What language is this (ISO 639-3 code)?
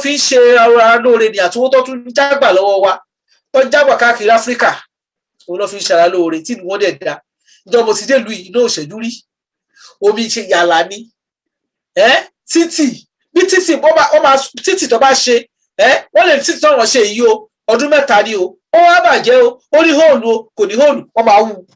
yor